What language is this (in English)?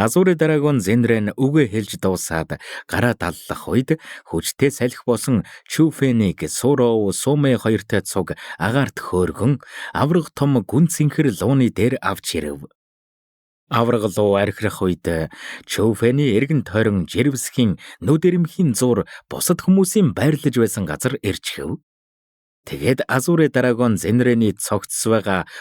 Mongolian